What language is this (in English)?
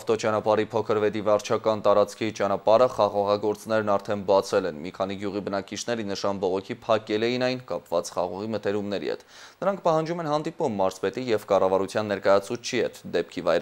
Armenian